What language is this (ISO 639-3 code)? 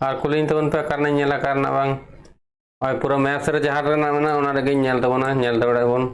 sat